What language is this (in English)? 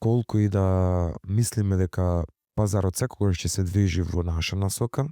Macedonian